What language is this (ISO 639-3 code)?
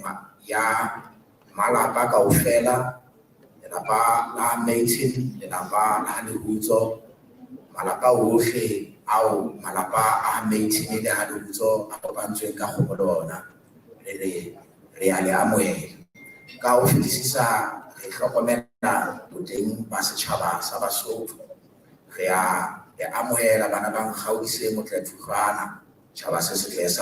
sot